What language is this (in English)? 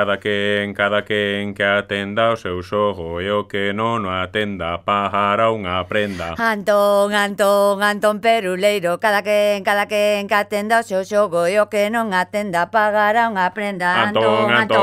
Galician